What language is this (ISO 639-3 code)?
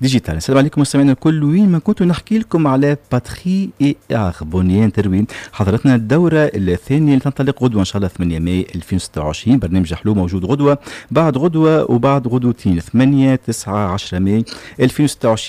aeb